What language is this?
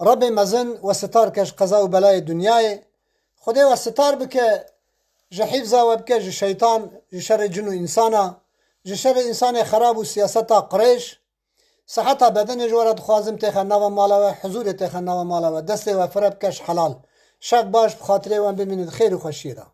Kurdish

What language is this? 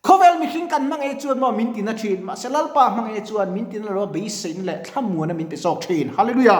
Mizo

